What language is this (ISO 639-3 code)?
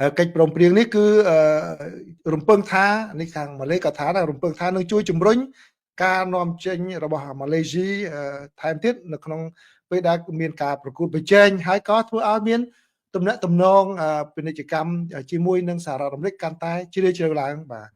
khm